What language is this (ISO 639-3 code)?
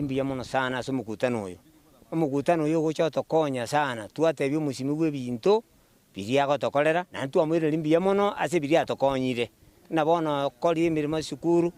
guz